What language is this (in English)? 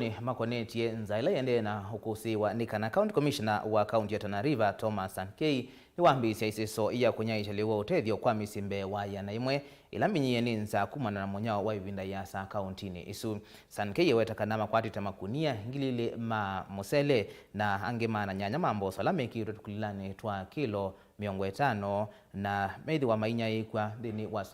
Kamba